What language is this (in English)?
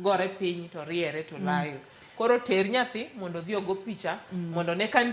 Luo (Kenya and Tanzania)